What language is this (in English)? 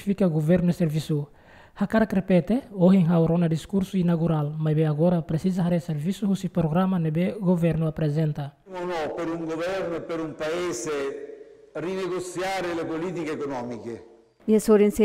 Tetum